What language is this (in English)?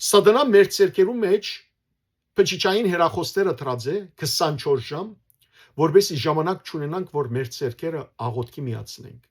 Western Armenian